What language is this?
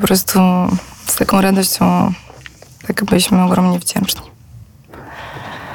Polish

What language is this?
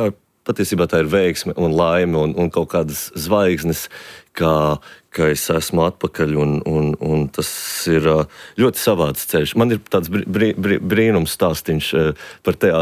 Latvian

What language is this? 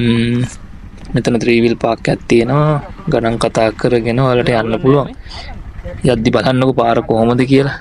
Sinhala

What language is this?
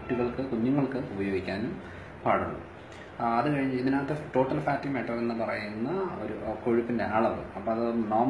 Malayalam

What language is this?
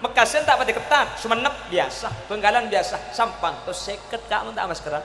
Madurese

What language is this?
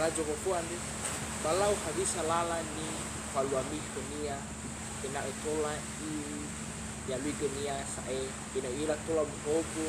Nias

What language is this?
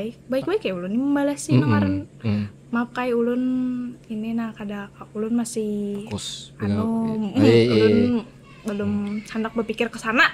Banjar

